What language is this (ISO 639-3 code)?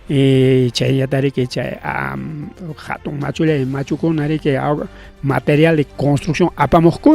quy